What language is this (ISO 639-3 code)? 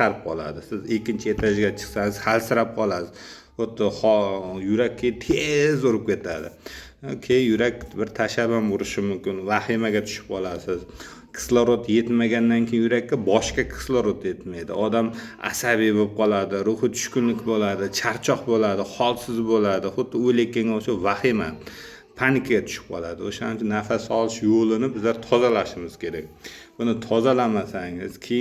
uzb